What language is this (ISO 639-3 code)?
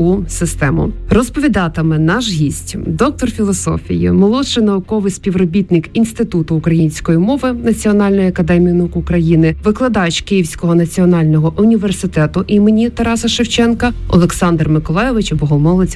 ukr